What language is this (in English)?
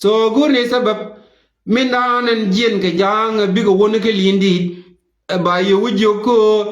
Nuer